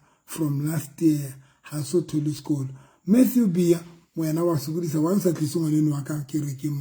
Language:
Southern Sotho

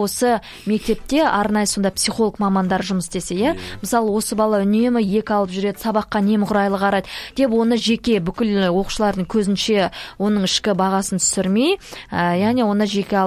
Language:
Kazakh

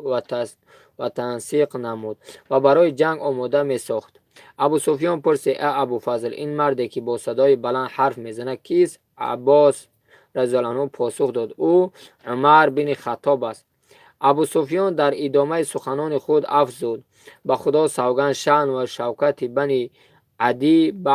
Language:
Tajik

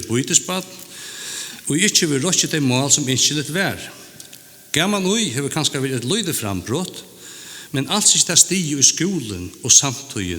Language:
Faroese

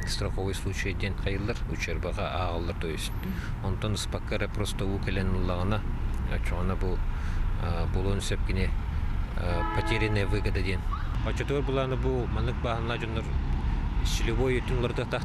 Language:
Yakut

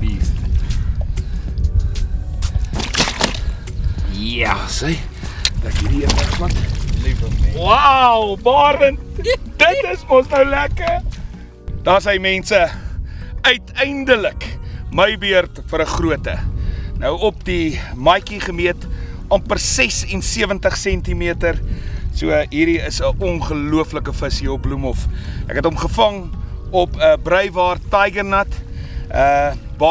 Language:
Afrikaans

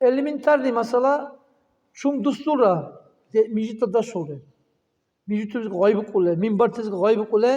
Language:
Dargwa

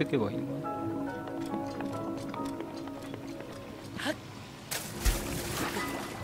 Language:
Japanese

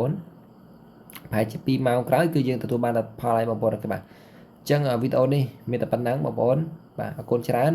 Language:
Khmer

